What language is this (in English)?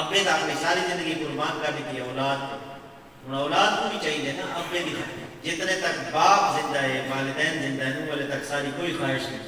Saraiki